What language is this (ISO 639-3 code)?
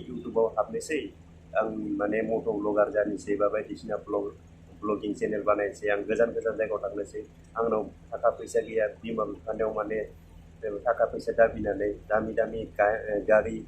brx